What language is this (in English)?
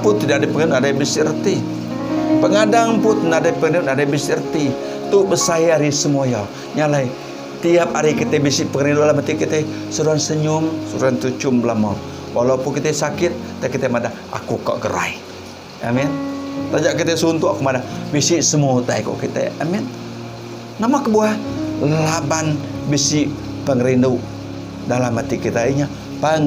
Iban